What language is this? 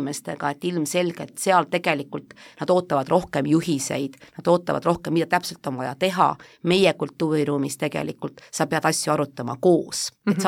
Estonian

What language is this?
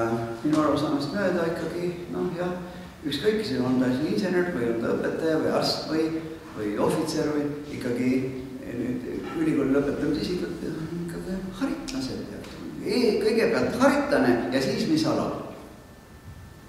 Estonian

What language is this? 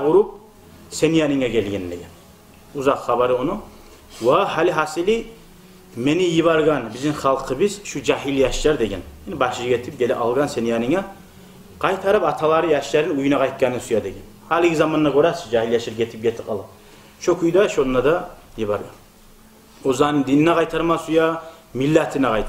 Kumyk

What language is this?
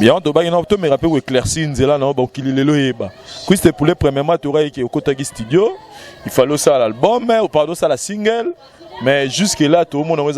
Lingala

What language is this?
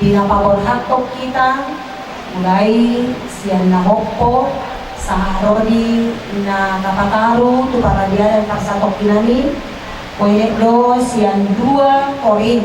Batak Toba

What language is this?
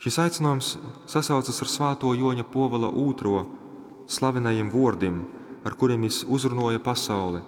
Latgalian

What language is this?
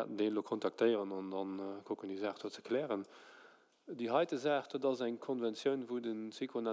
Luxembourgish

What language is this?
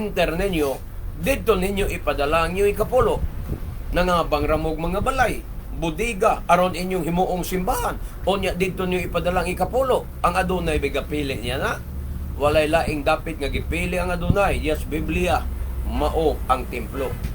Cebuano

